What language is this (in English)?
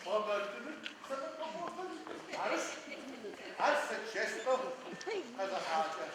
Adyghe